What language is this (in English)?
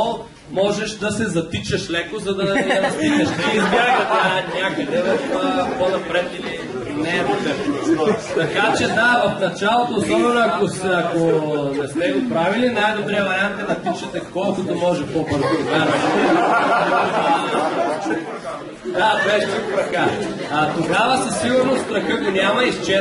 Bulgarian